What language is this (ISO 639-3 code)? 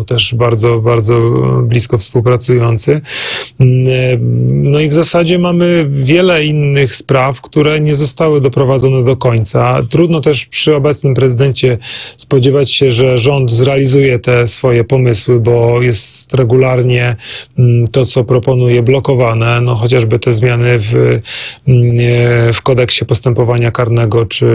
pol